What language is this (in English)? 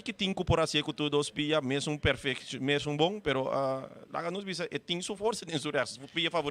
Papiamento